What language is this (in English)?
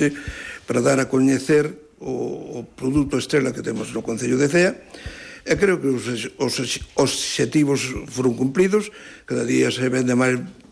Galician